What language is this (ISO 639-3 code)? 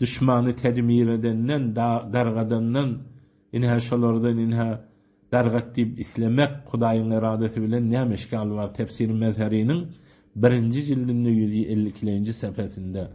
tuk